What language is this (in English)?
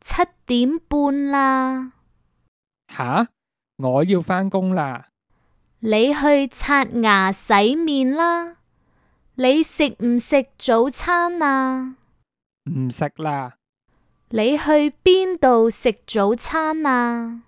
Cantonese